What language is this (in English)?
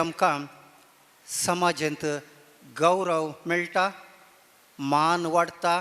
Konkani